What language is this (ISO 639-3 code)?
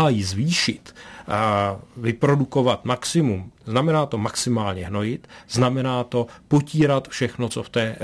ces